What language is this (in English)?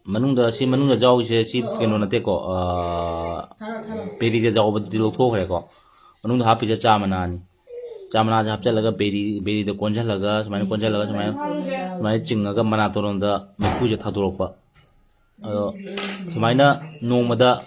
Manipuri